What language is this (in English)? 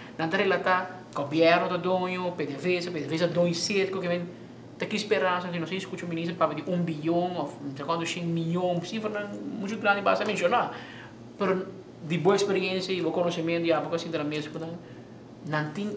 Papiamento